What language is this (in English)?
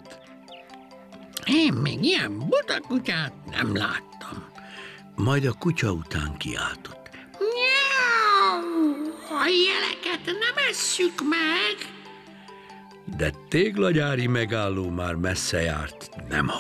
Hungarian